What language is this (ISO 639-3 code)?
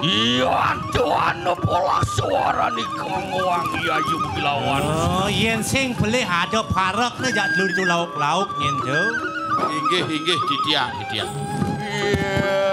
ban